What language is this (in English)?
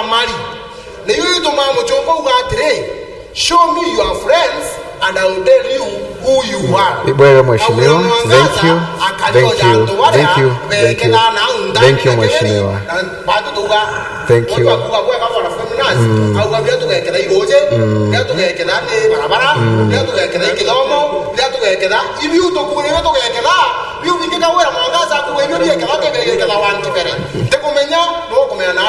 Meru